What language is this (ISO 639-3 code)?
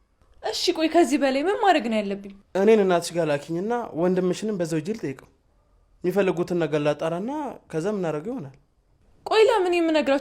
amh